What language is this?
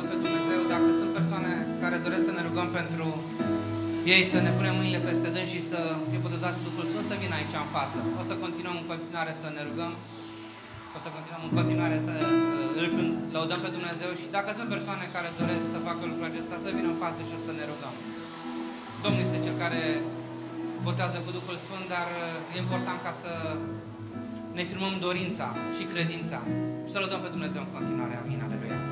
Romanian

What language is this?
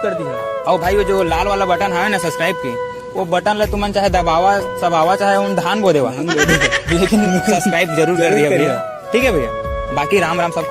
Chhattisgarhi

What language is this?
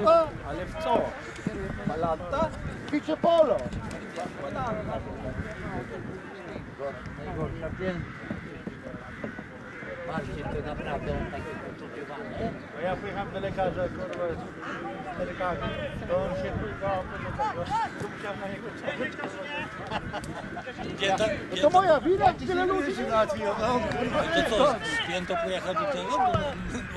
Polish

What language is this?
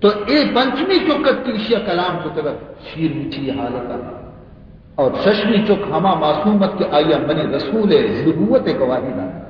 Baluchi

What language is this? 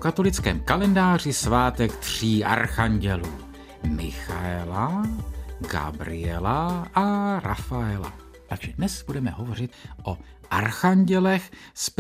Czech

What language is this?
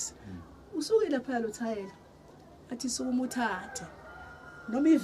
Zulu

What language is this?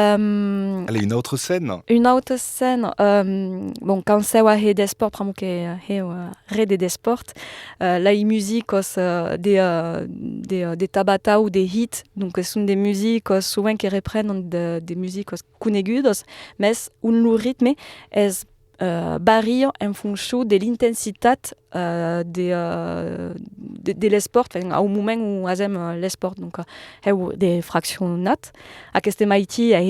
Occitan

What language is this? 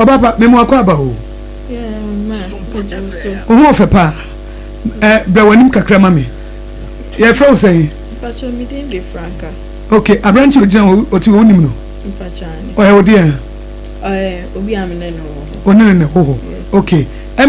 Akan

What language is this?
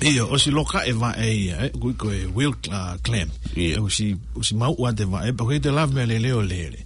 Tongan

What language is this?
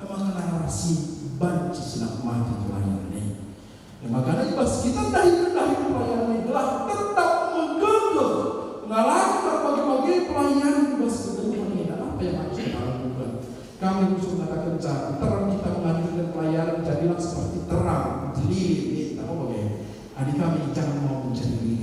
Batak Karo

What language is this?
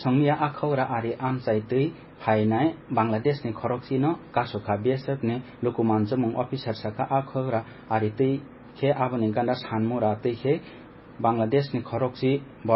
Kok Borok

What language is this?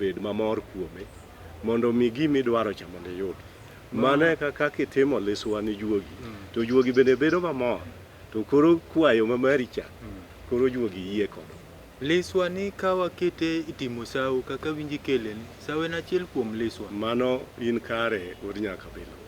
Luo (Kenya and Tanzania)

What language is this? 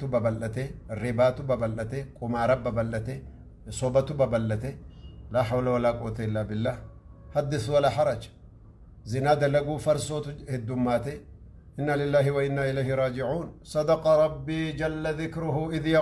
Oromo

